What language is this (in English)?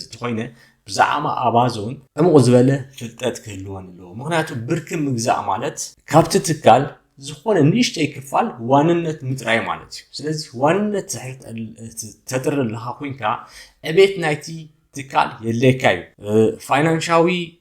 Tigrinya